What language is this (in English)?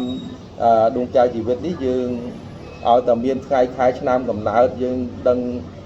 Khmer